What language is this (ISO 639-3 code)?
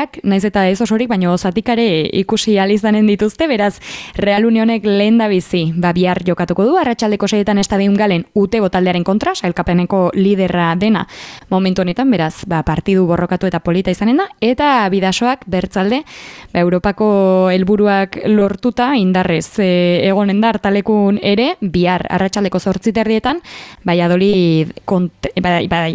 eus